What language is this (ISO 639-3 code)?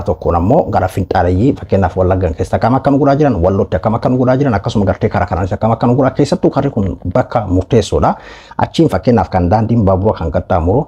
orm